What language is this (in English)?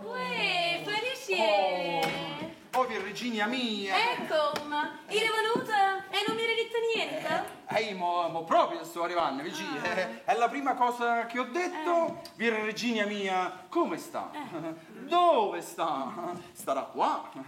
Neapolitan